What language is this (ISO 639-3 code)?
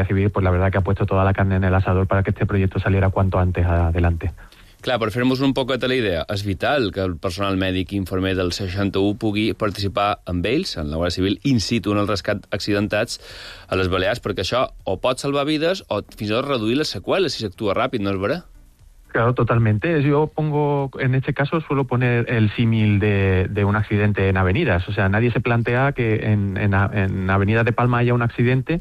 cat